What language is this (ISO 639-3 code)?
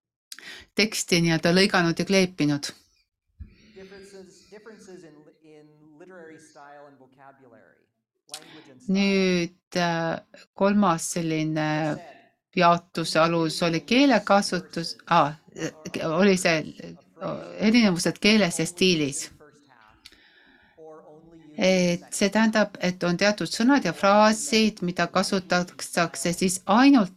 est